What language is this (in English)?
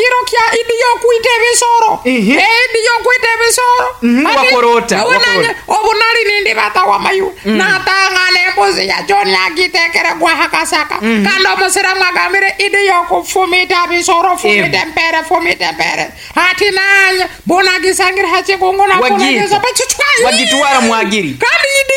Nyoro